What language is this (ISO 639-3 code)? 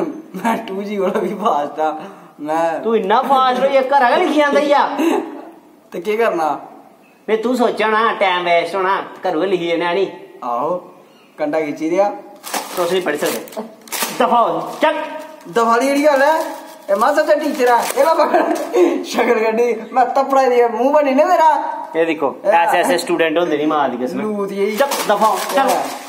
doi